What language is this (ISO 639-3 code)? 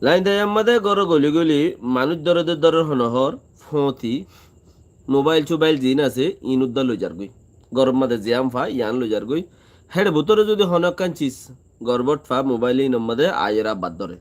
rhg